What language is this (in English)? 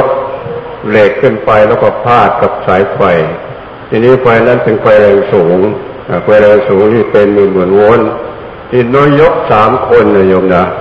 Thai